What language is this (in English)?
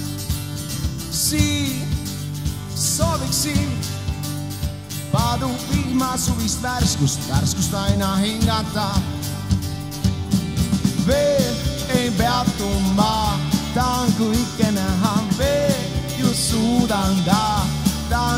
Estonian